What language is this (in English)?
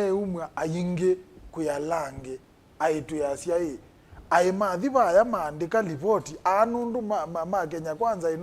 Kamba